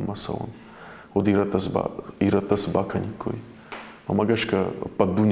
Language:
Ossetic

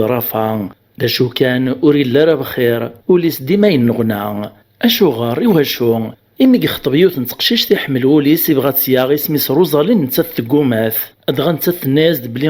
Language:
Kabyle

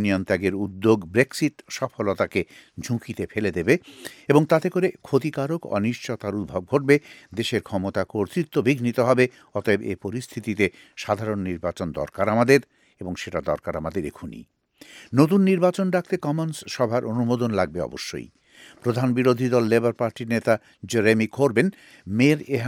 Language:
Bangla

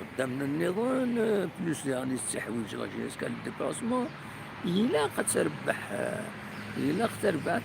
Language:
Kabyle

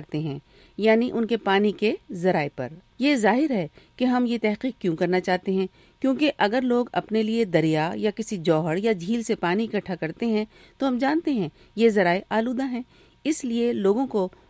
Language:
Urdu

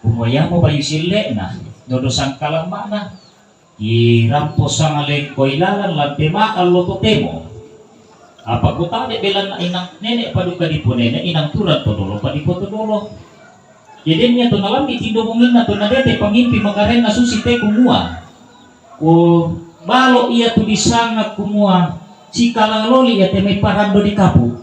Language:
Toraja-Sa'dan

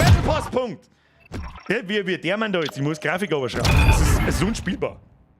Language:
Bavarian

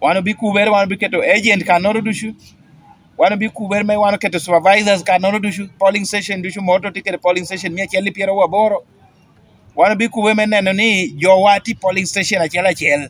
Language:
Lango (Uganda)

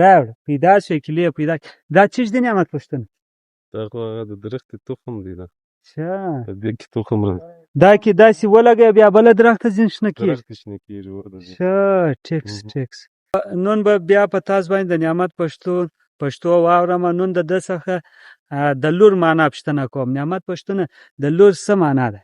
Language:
Pashto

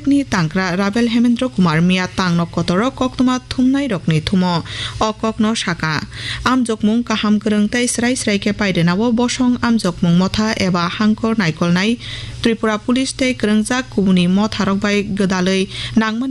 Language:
Kok Borok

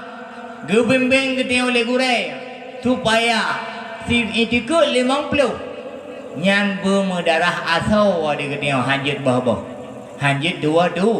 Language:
Achinese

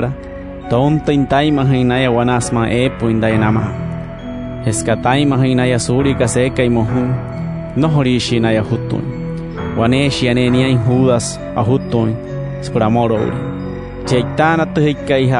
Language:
Wayuu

